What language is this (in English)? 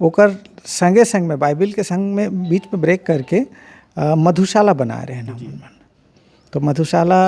Chhattisgarhi